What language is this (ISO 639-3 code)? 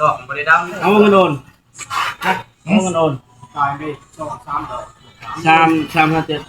tts